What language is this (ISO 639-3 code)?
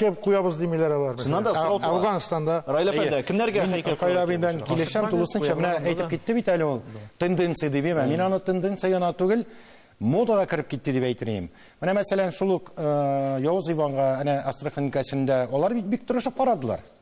tat